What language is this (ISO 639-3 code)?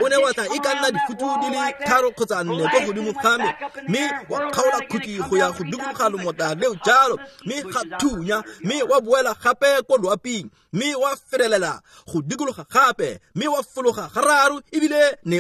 tsn